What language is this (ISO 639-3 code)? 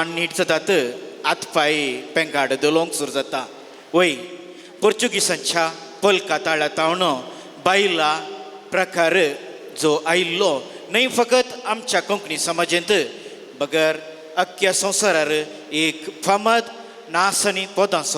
kok